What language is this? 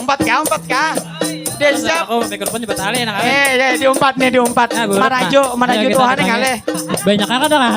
Banjar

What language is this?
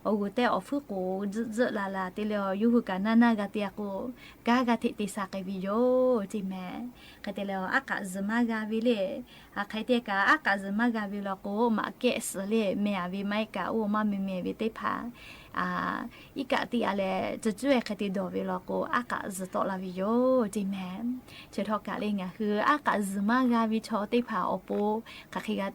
Lahu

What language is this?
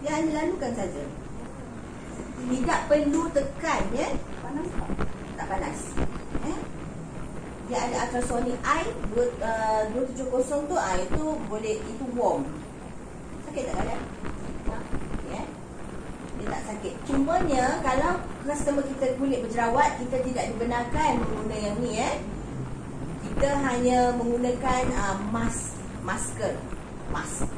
Malay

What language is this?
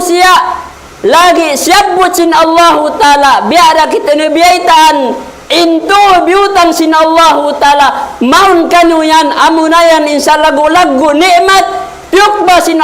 Tausug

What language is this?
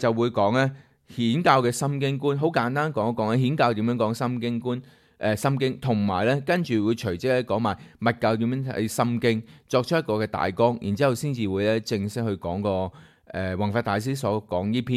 Cantonese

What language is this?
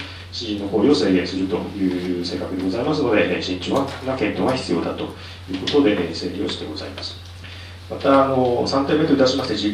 Japanese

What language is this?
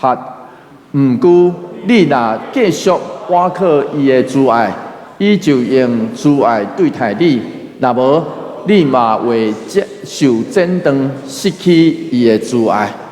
Min Nan Chinese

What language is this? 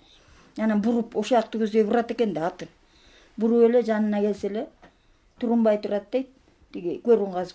Kyrgyz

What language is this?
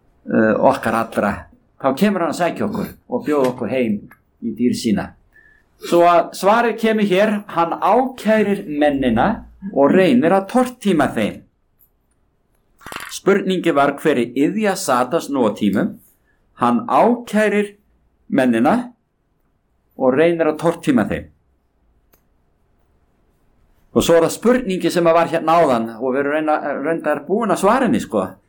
Icelandic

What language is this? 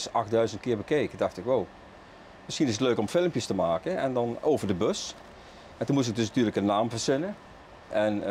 Dutch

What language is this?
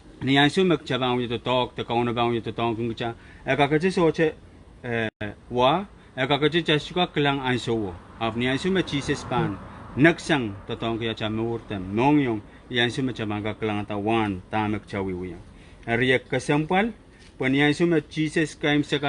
Pohnpeian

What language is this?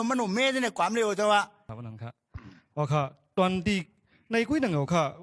Shan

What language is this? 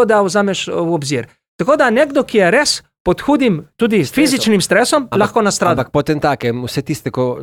Slovenian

